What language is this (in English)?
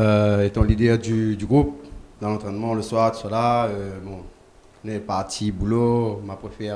Réunion Creole French